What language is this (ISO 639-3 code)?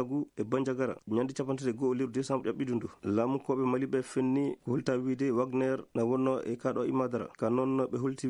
ful